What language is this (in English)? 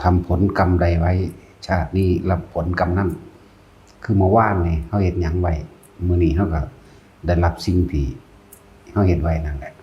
Northeastern Thai